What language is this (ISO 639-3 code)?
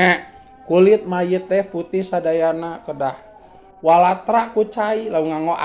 sun